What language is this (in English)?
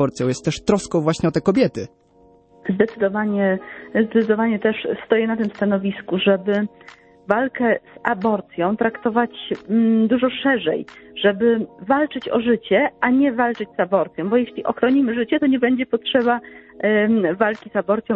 Polish